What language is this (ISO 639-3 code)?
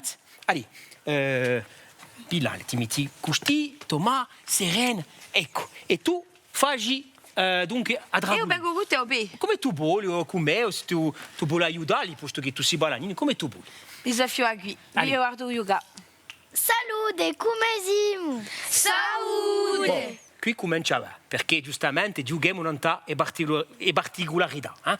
cos